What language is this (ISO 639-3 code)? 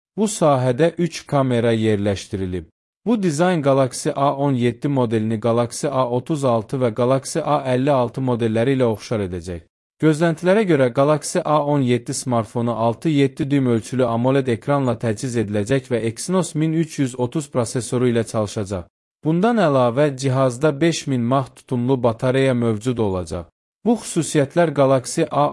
aze